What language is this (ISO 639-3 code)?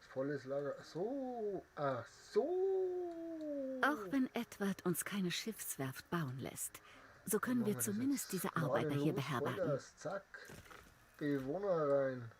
bar